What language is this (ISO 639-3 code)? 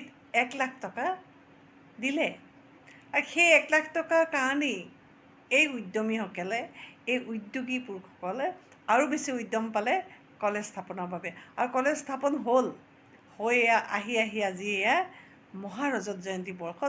asm